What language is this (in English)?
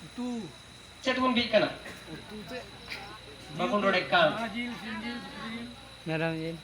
Santali